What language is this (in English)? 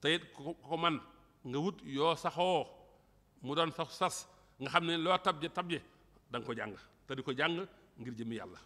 Wolof